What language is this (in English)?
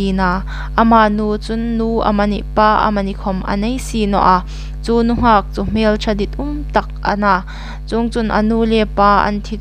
Hmar